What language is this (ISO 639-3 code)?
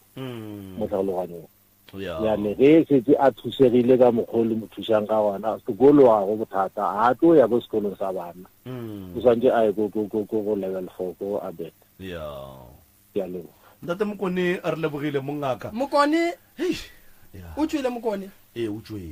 nso